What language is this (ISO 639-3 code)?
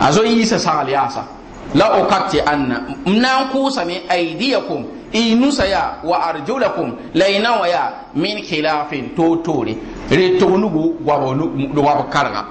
mos